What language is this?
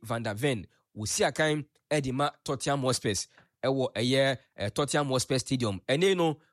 Akan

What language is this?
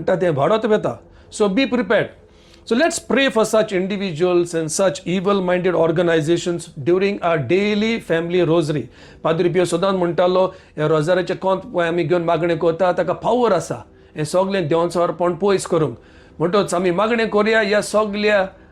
Konkani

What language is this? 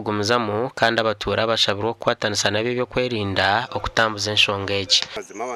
Nyankole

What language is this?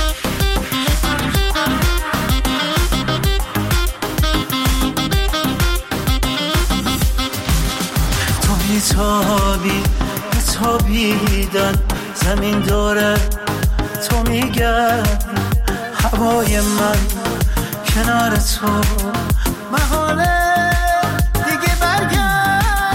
Persian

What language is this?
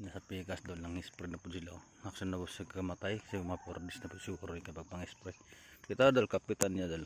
Cebuano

